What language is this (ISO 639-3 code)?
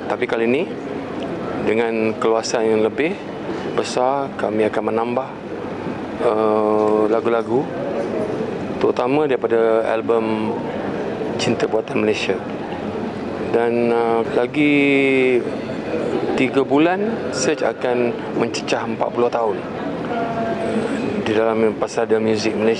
msa